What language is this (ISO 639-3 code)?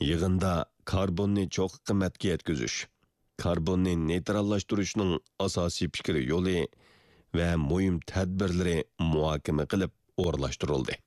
uig